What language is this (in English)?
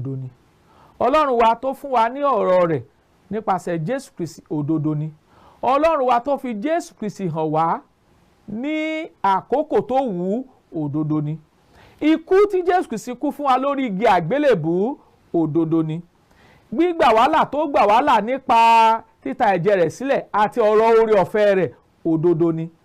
Yoruba